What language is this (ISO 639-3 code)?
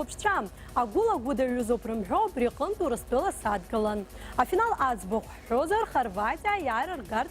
abk